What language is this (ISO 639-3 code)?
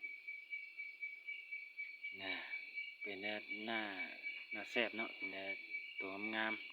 lao